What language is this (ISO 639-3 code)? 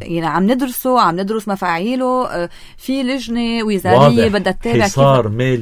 apc